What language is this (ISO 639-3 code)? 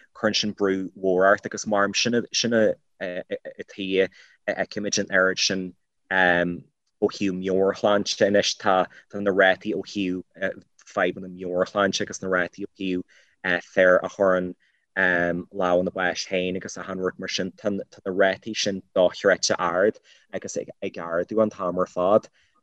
gle